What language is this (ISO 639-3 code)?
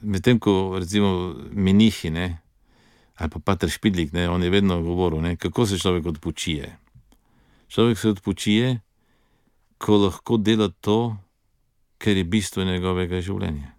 slv